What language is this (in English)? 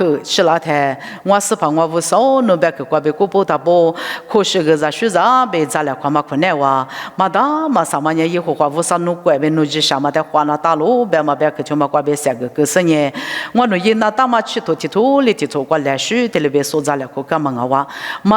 Lisu